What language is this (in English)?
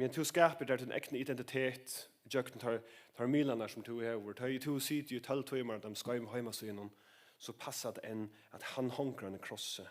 Faroese